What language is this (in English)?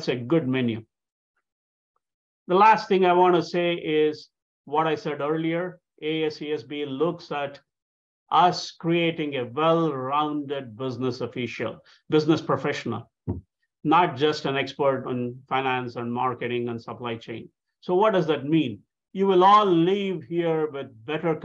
English